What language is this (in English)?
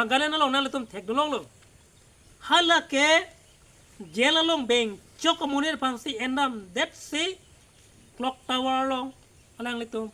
Karbi